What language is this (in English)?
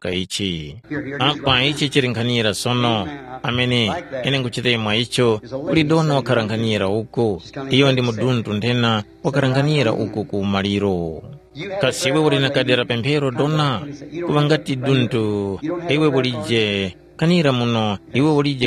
Tumbuka